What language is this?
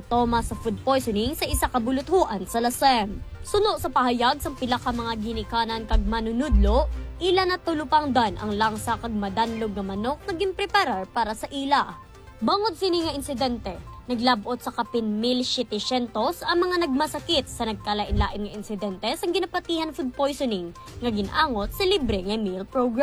Hiligaynon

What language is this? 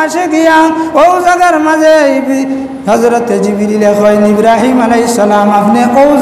Sylheti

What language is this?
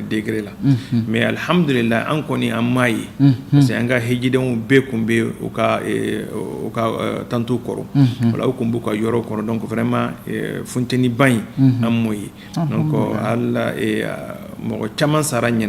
Bambara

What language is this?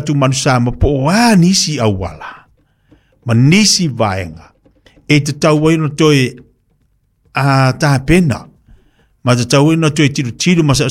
Samoan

